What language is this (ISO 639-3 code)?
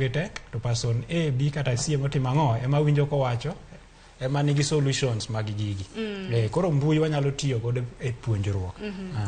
luo